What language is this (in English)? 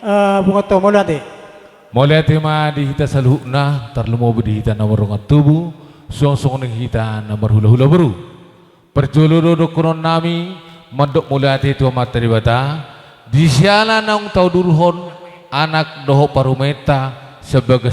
Batak Toba